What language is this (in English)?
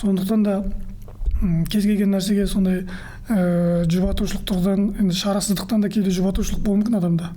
Kazakh